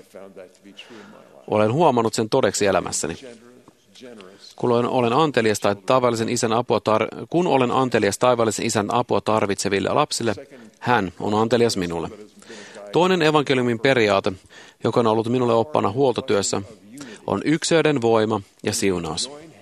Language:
Finnish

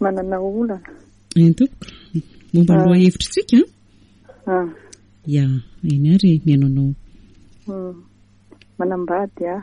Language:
Malagasy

